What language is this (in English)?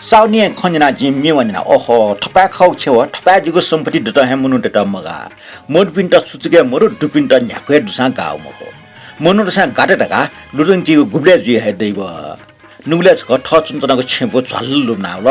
Newari